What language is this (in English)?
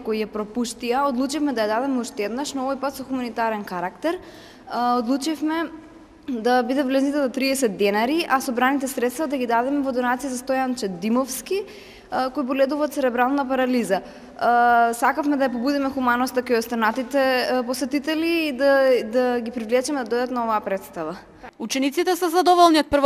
Macedonian